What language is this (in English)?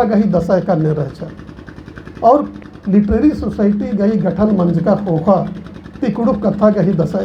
Kurukh